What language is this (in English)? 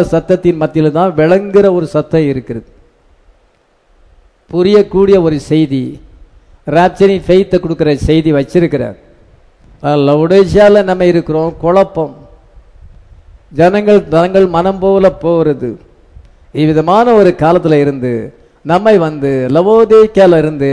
Tamil